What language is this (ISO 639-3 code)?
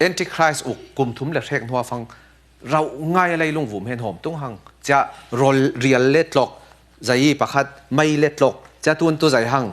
cfm